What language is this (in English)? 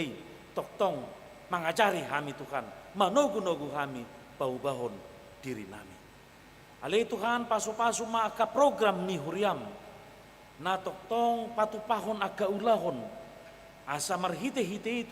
Batak Toba